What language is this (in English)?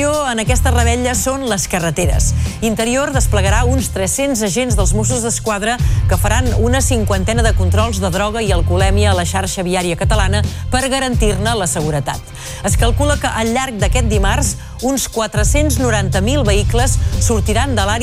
Catalan